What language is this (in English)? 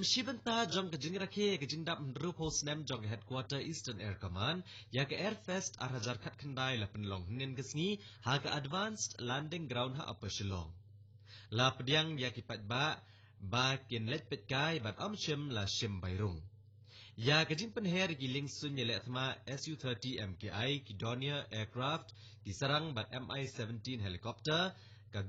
Khasi